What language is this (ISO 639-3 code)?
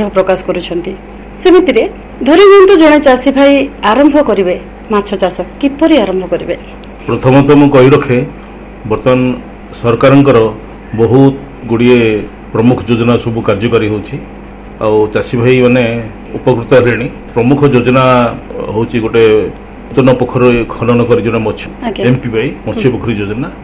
ori